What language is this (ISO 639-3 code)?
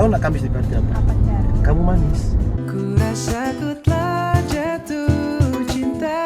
xmm